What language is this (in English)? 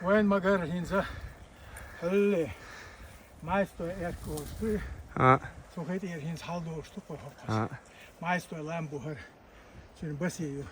Chechen